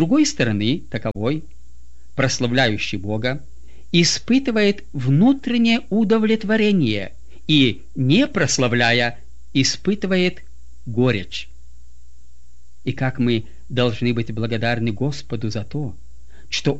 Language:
Russian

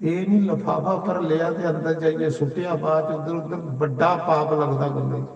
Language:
Dogri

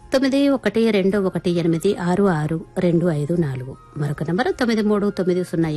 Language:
Telugu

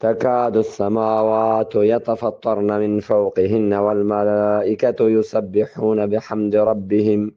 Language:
Eastern Balochi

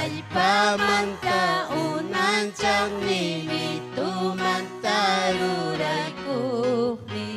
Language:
Ayacucho Quechua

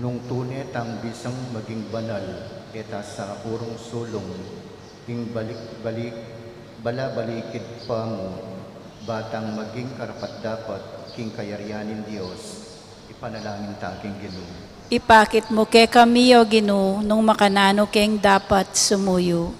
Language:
Pampanga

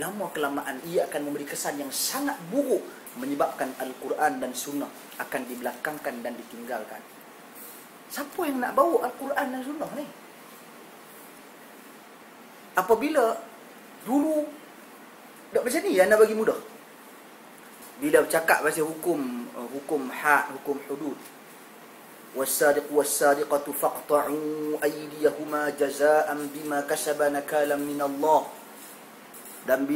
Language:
Malay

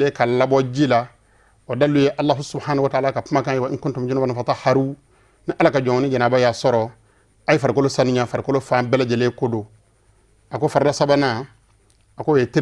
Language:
Bambara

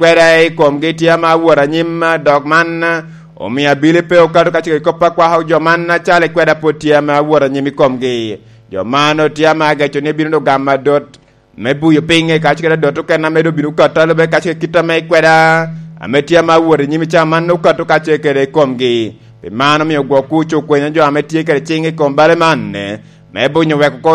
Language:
Lango (Uganda)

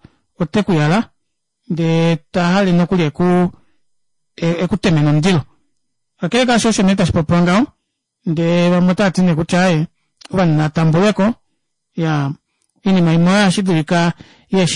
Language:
Kuanyama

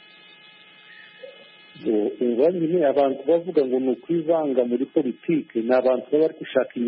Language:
Kinyarwanda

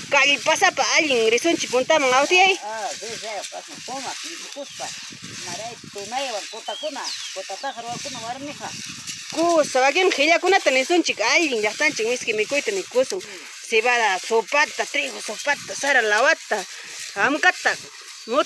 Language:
Ayacucho Quechua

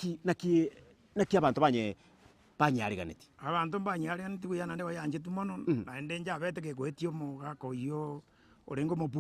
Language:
Gusii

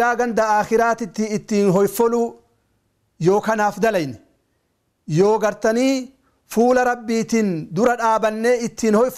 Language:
Oromo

